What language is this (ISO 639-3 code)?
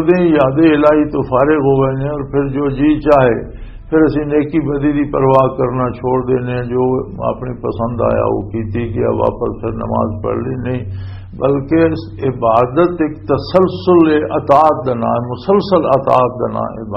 lah